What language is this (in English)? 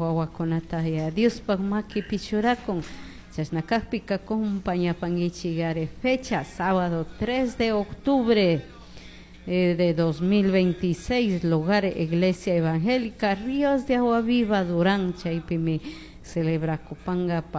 Chimborazo Highland Quichua